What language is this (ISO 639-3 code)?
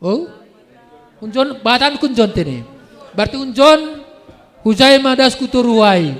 bts